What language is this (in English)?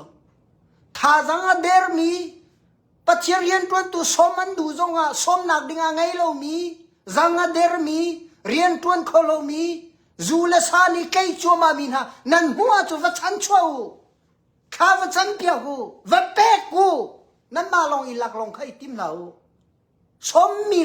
Hakha Chin